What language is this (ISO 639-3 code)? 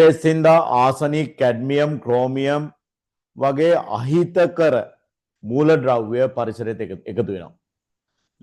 sin